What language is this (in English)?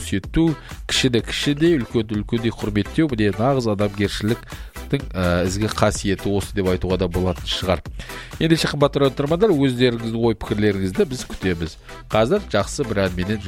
Kazakh